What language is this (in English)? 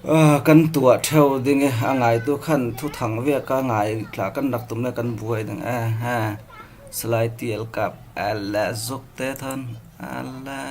Falam Chin